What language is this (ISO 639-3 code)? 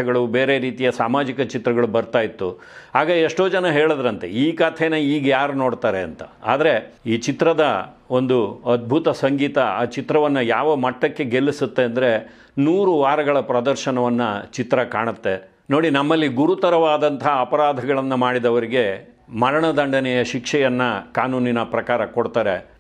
kan